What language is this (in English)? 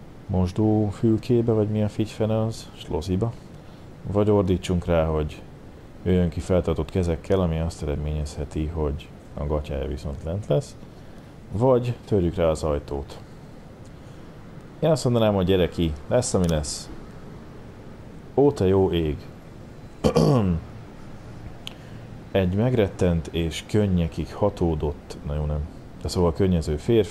Hungarian